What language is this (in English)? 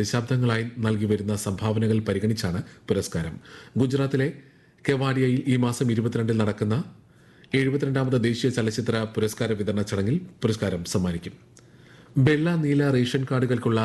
Malayalam